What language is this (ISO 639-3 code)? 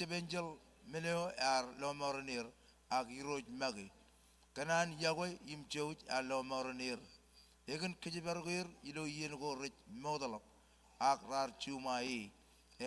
mah